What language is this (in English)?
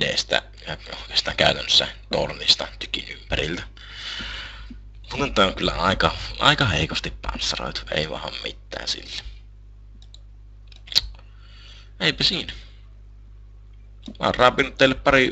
Finnish